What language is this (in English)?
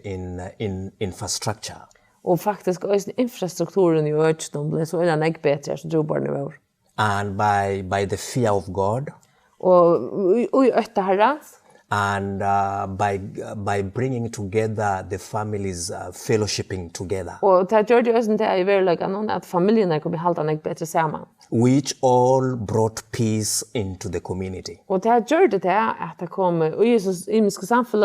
Faroese